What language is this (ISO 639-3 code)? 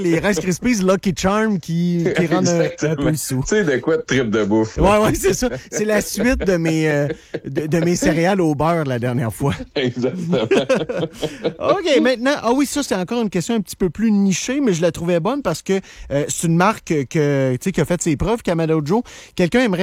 fra